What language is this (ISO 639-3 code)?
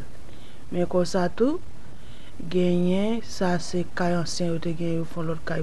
hat